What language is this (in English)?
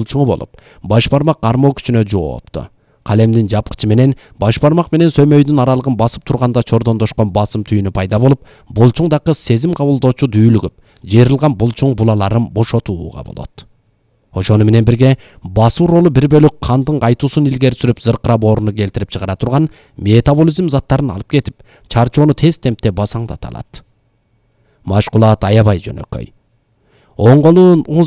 Kyrgyz